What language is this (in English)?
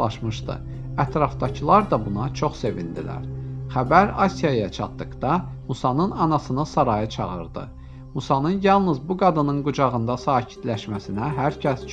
Azerbaijani